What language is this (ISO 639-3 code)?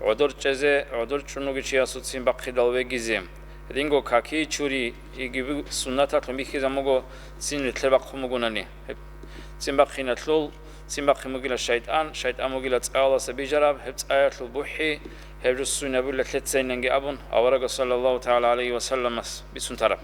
ava